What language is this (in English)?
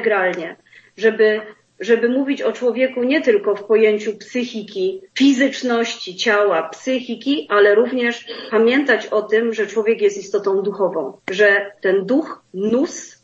Polish